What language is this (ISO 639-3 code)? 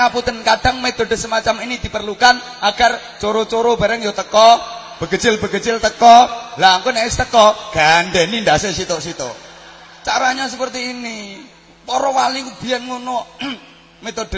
jav